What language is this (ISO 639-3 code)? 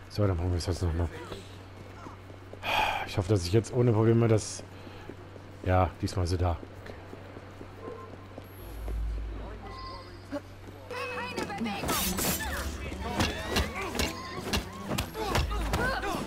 deu